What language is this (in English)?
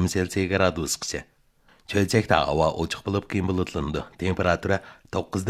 Uyghur